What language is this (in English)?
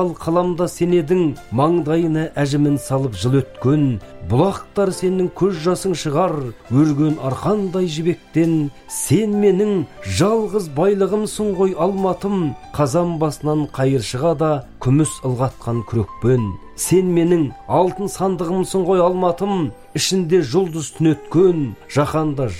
Kazakh